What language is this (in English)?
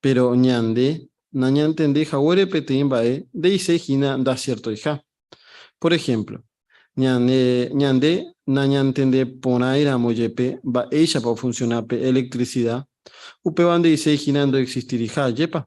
Guarani